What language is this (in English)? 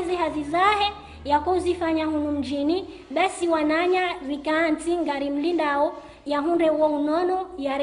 Ngazidja Comorian